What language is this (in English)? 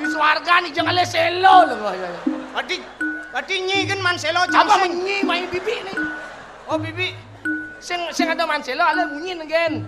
Balinese